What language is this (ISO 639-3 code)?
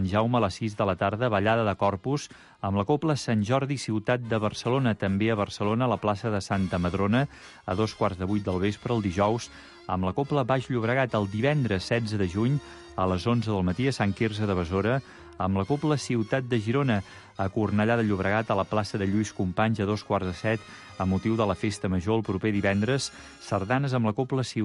cat